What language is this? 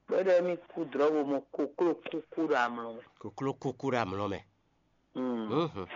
Fon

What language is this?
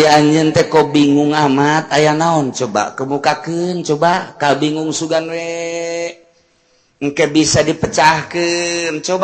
Sundanese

